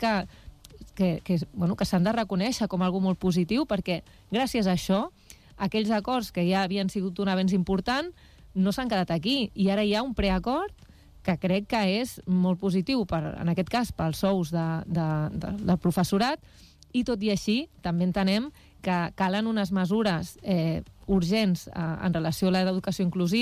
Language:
Catalan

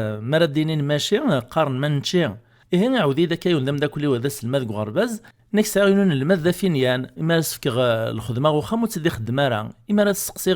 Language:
Kabyle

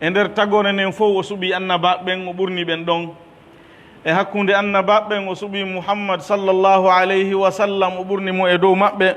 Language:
Pular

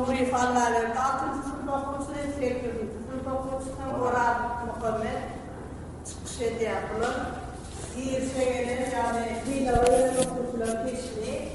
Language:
Turkmen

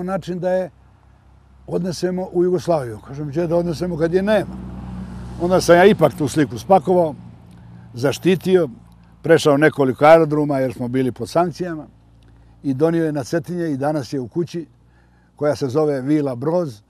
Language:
Bosnian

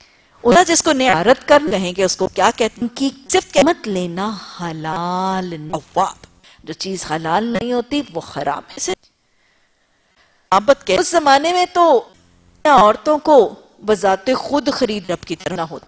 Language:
Urdu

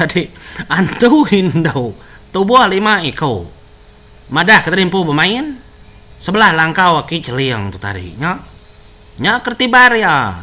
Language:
Iban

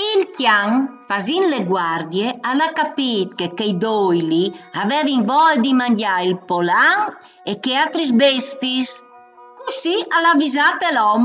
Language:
Friulian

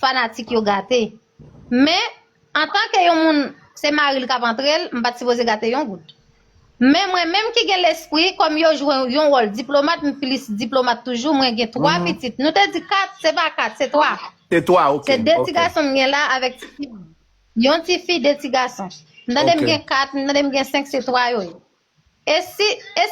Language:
Haitian Creole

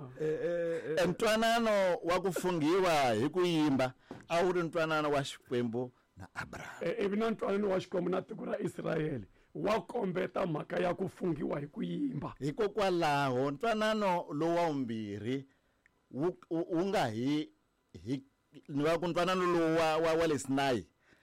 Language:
Tsonga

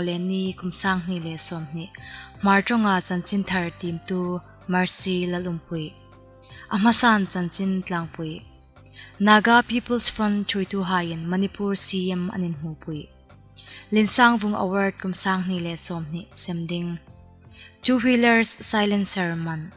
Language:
Hmar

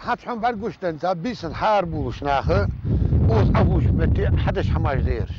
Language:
Ingush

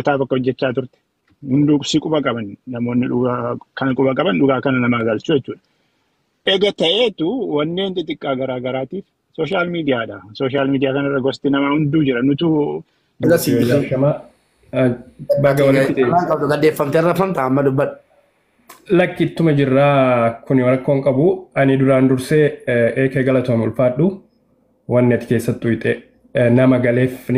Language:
Oromo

